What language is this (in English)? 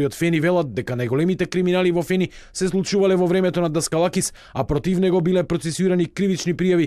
Macedonian